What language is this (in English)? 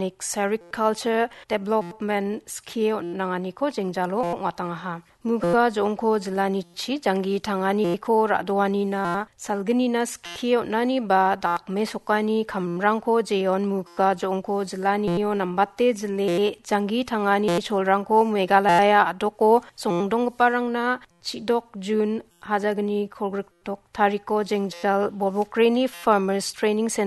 Garo